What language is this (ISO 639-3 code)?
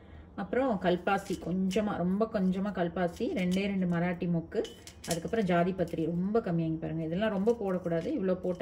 tam